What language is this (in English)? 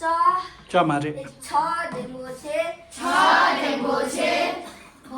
Tibetan